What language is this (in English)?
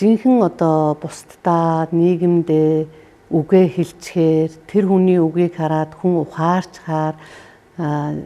Mongolian